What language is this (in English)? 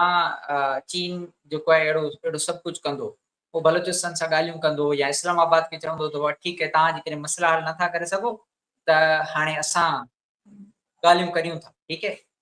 Sindhi